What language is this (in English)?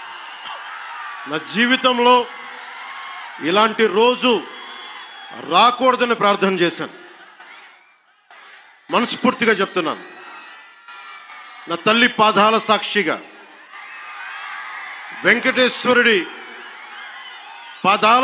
Telugu